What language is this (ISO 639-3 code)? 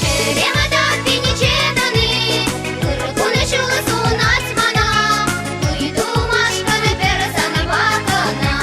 chv